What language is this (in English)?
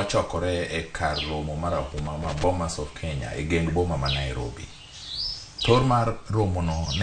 Luo (Kenya and Tanzania)